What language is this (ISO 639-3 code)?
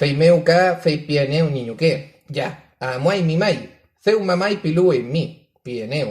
arn